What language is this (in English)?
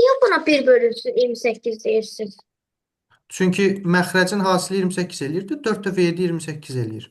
Azerbaijani